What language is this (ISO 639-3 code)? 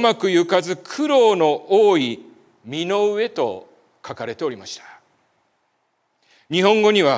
jpn